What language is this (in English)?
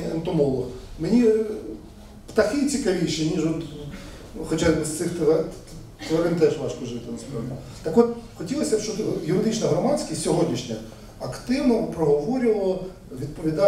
Ukrainian